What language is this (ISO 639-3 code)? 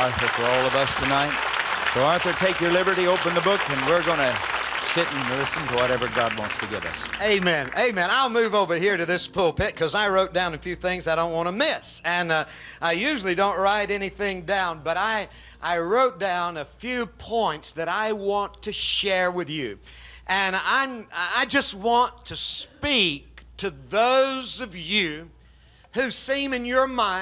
eng